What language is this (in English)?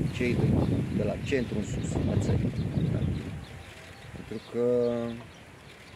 Romanian